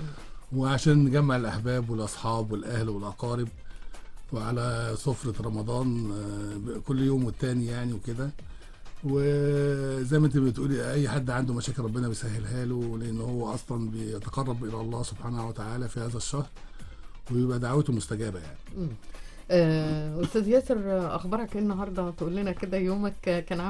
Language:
Egyptian Arabic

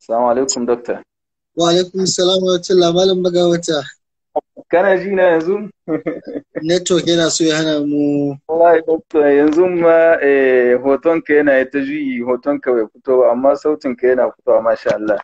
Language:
Hausa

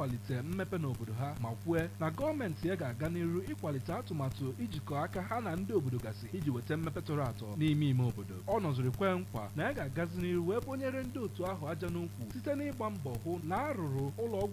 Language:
Igbo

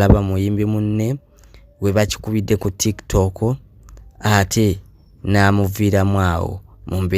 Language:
Ganda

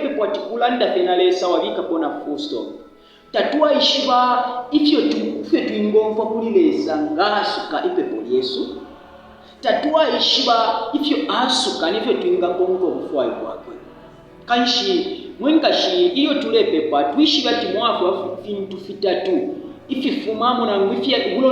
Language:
Bemba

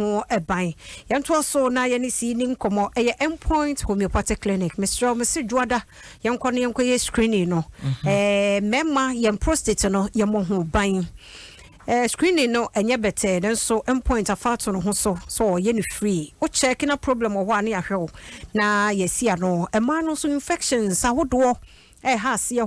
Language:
Akan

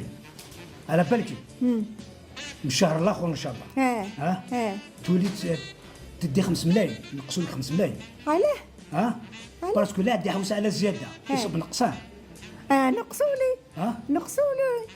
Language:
Algerian Arabic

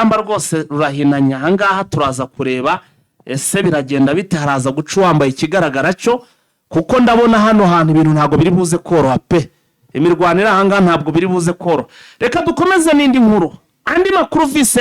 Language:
Kinyarwanda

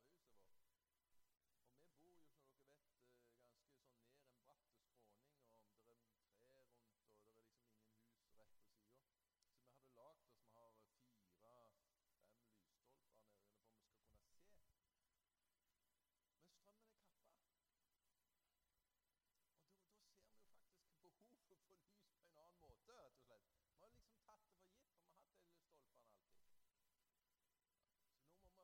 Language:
Norwegian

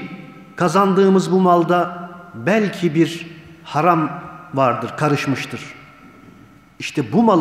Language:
Turkish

